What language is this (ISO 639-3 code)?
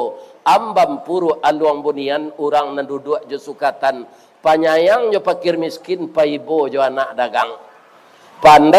min